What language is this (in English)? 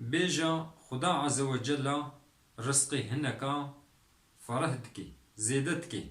Kurdish